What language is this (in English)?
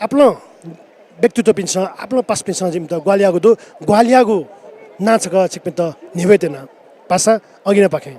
Newari